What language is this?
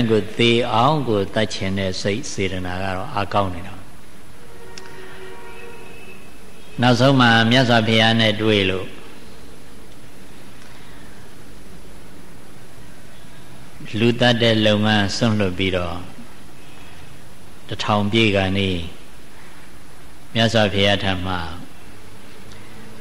Burmese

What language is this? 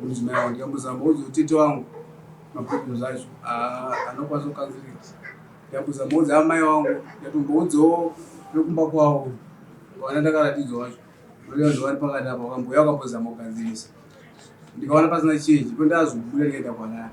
Shona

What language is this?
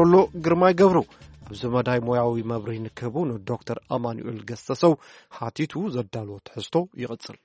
Tigrinya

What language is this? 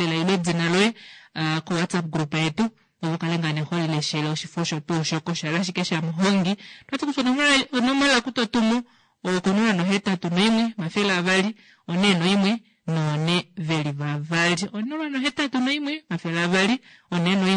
Kuanyama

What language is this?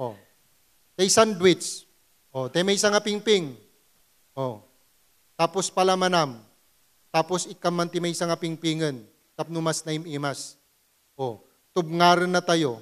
Iloko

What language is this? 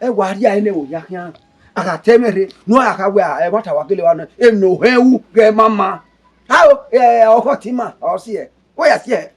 Bini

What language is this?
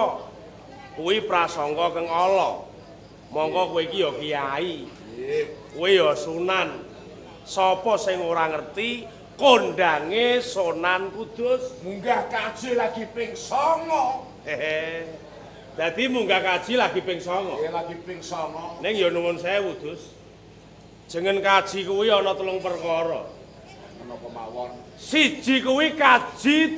Javanese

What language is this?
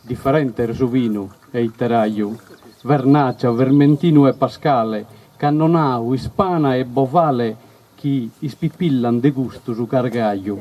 Sardinian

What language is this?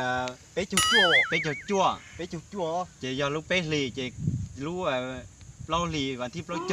Hmong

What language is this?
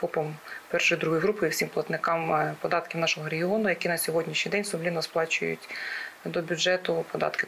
Ukrainian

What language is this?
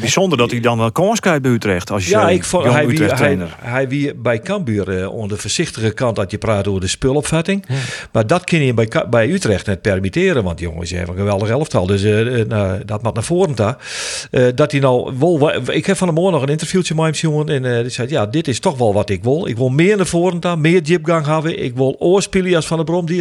Western Frisian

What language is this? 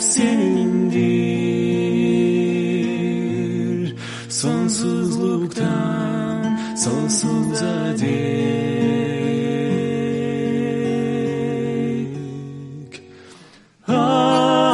Gagauz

